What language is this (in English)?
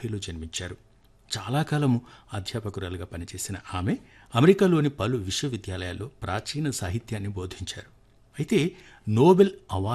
Telugu